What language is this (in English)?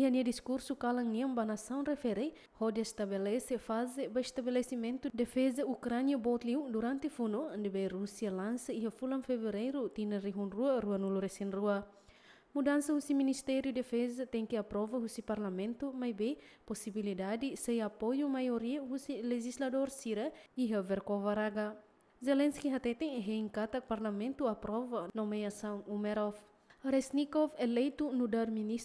Tetum